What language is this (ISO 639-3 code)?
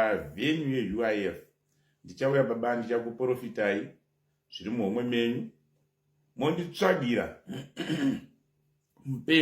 sna